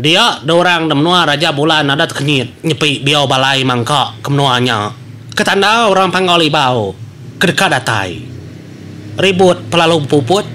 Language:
Iban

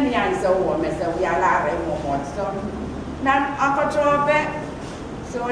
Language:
Pohnpeian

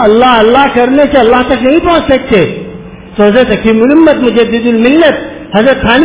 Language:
Urdu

